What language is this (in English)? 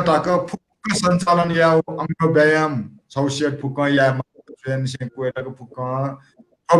Newari